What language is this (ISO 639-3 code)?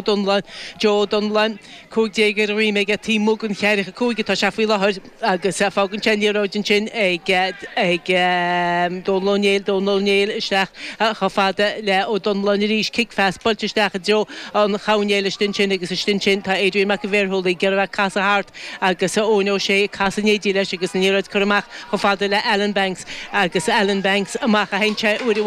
gle